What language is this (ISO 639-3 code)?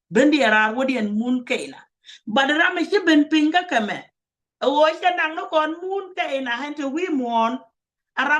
nus